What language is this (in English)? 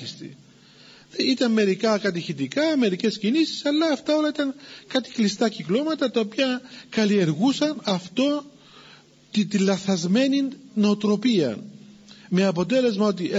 Greek